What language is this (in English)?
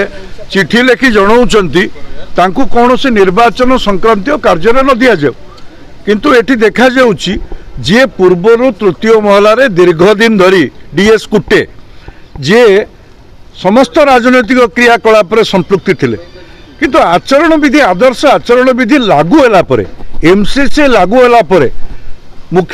Odia